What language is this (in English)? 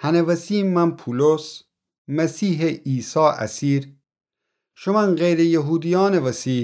Gilaki